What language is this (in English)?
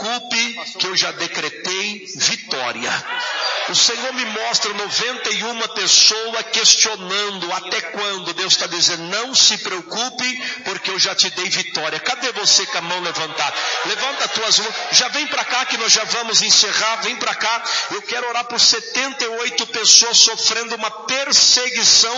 Portuguese